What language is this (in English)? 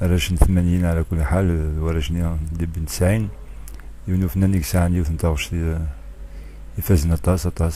Kabyle